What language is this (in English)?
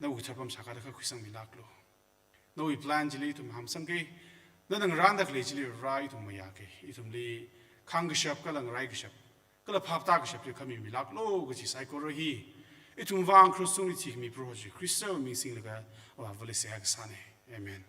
Tangkhul Naga (India)